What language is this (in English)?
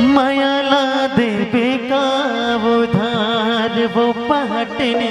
Chhattisgarhi